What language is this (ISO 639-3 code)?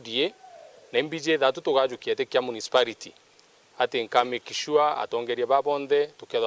mer